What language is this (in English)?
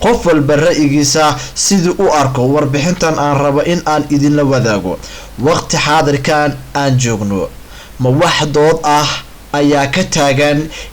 Somali